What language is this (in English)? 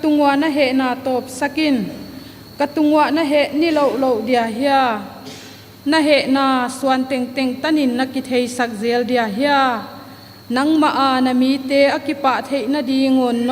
Paite Chin